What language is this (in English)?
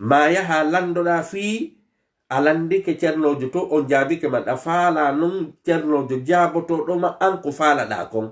Fula